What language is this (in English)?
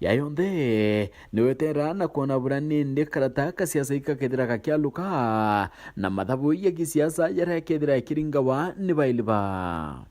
Meru